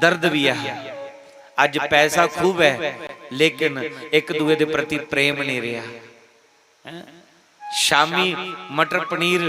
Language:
Dogri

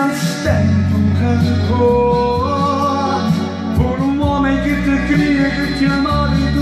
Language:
Portuguese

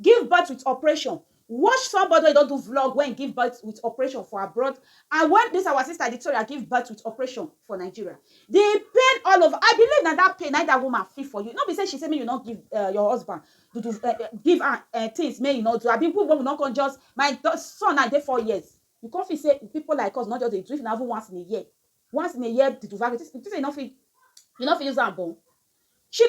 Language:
Nigerian Pidgin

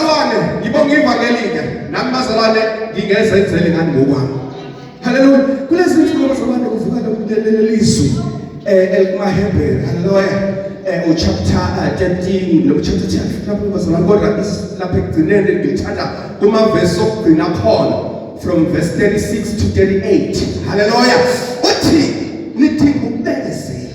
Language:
Zulu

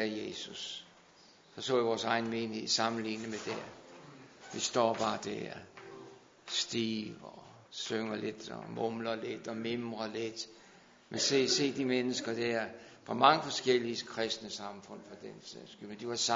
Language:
Danish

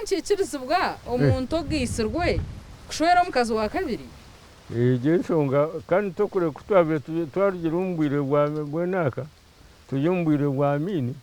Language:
Nyankole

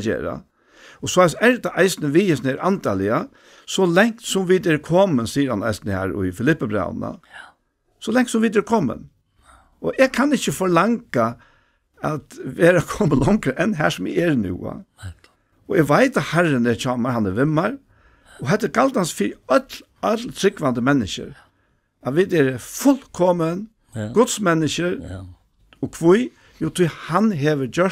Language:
Faroese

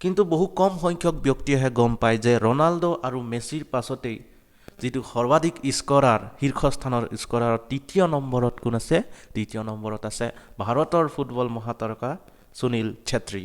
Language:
Assamese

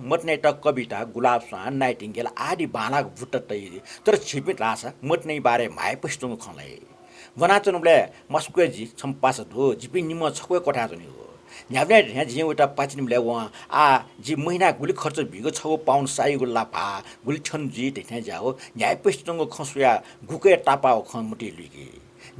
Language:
Newari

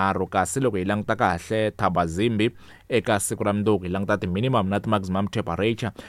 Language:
Tsonga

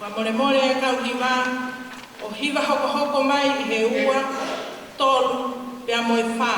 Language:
Tongan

